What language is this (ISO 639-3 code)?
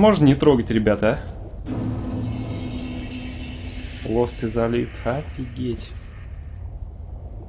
rus